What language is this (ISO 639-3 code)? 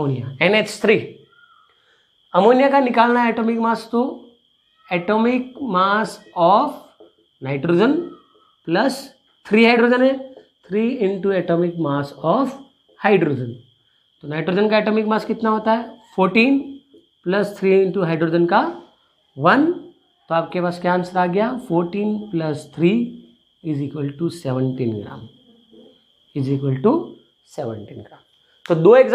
hin